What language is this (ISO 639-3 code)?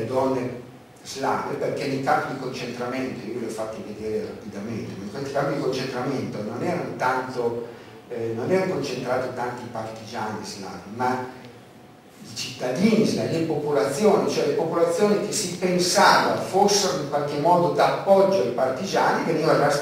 ita